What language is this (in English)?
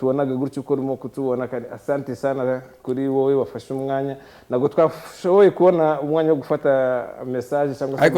Kinyarwanda